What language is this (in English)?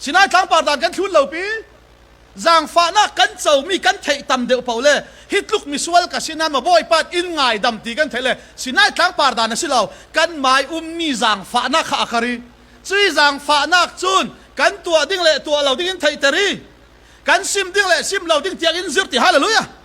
Falam Chin